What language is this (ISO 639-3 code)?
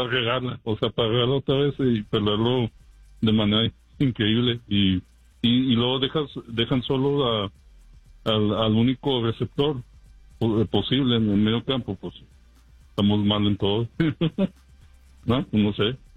spa